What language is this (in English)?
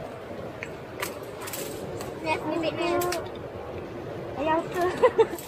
Filipino